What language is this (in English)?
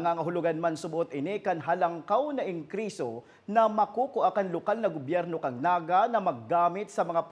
Bikol